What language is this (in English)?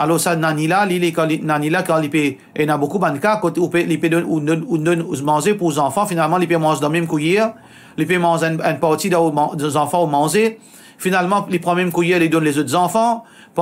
Morisyen